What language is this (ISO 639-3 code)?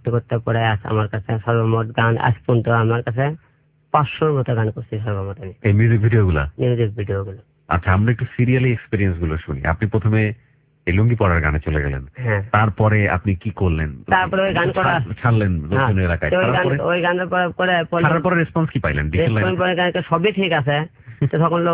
ben